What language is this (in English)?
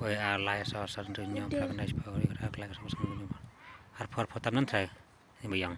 Khasi